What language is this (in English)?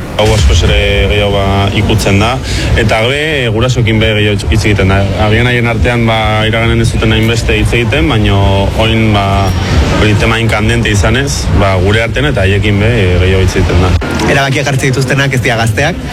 Basque